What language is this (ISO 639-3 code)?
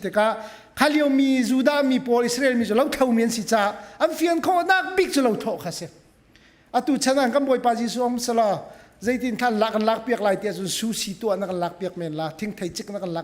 cnh